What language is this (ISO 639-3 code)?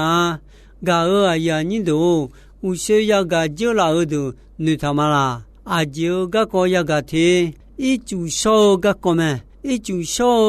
ahk